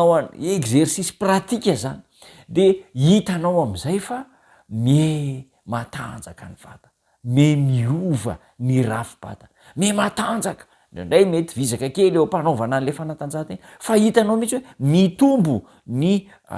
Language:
Malagasy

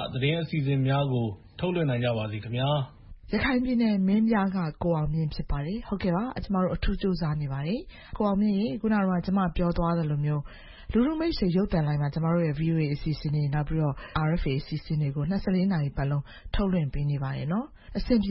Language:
Burmese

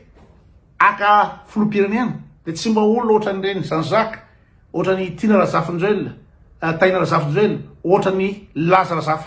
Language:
Malagasy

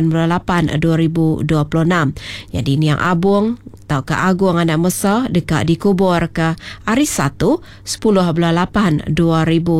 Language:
Iban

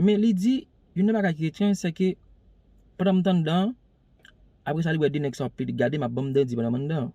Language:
Haitian Creole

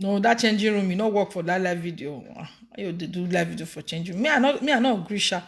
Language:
Nigerian Pidgin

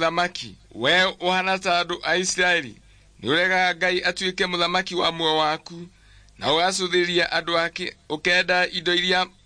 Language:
Kikuyu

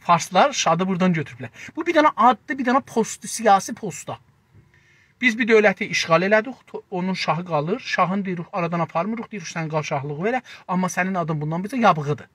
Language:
South Azerbaijani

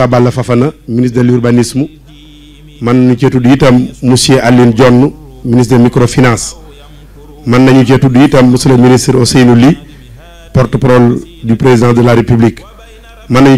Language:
Wolof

